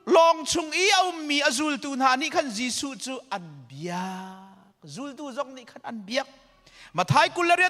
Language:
Hakha Chin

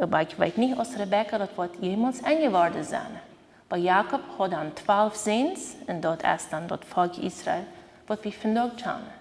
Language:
Plautdietsch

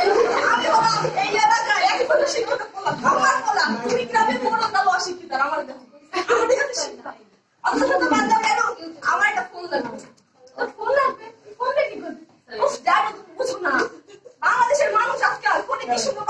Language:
Bangla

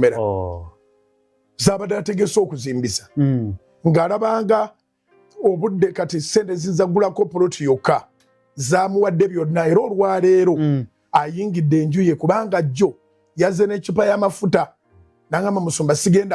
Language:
Ganda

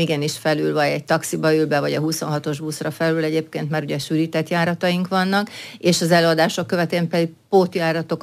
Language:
Hungarian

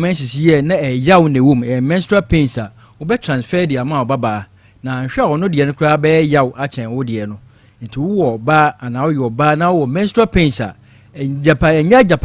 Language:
Akan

